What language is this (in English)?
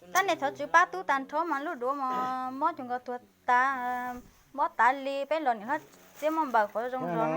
Hmong